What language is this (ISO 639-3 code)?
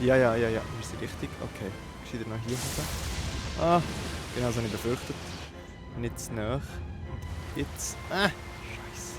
gsw